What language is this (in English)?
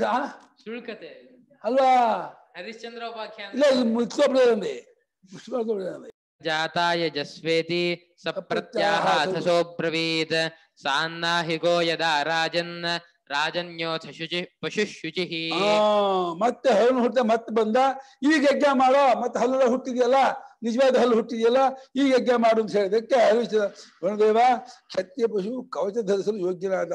Kannada